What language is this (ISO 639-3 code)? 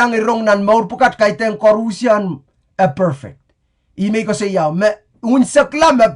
pon